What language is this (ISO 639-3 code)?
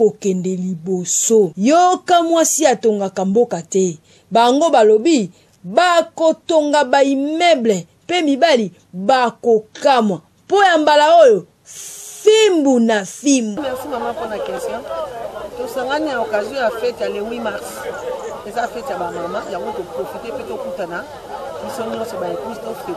lin